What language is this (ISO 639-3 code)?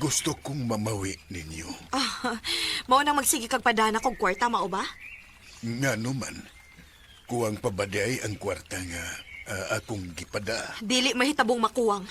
ceb